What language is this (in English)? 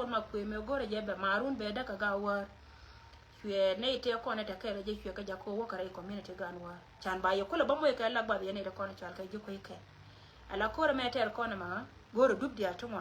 Nuer